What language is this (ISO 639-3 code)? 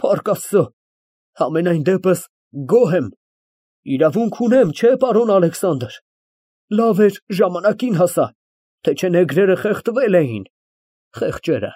hye